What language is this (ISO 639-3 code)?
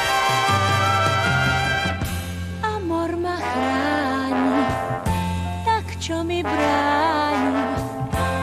ces